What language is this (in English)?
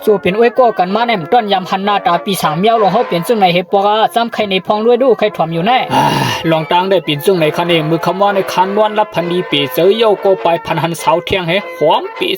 Shan